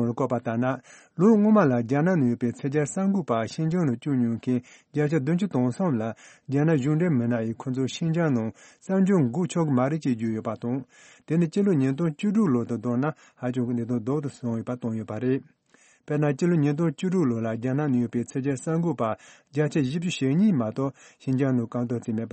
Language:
Tibetan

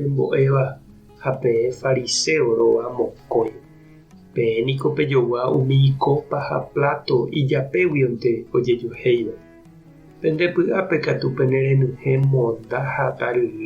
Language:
Guarani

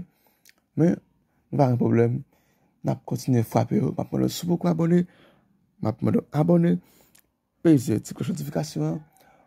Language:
Haitian Creole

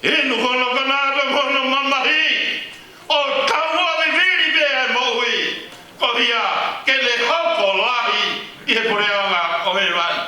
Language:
Tongan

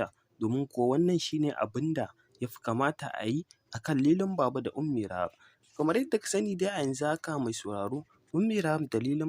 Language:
Hausa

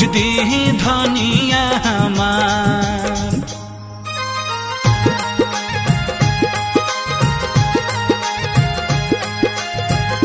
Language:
Bhojpuri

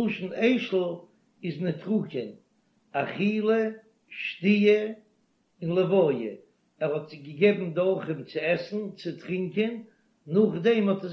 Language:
Yiddish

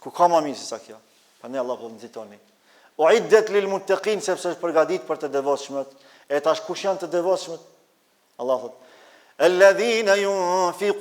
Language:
Albanian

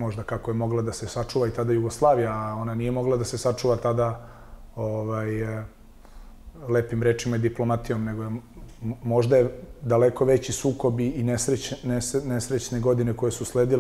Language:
Serbian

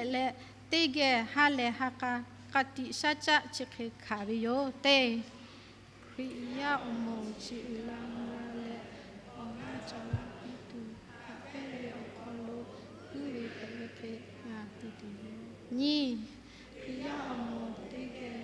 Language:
Lahu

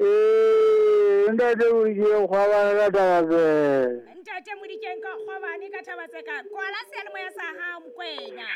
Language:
Southern Sotho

